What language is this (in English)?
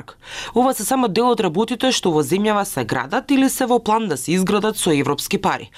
Macedonian